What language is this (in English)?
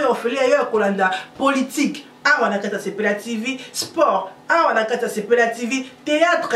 Lingala